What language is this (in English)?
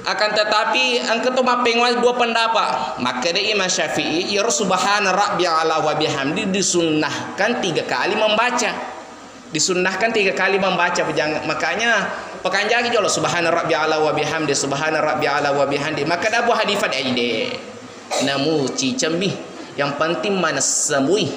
Buginese